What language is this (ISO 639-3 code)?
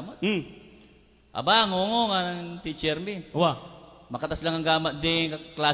pam